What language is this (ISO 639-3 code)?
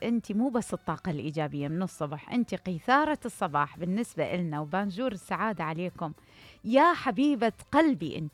acm